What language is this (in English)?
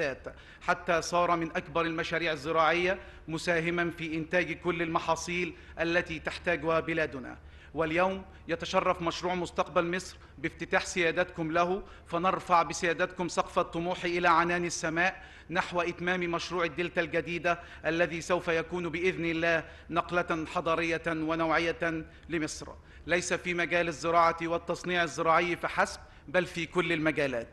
Arabic